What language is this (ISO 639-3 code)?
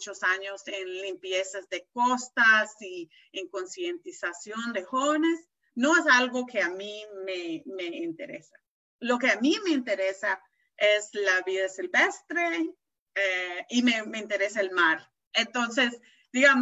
spa